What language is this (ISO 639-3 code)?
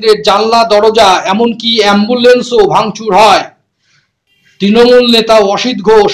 ben